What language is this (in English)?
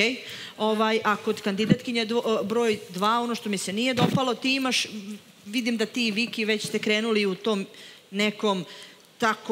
Serbian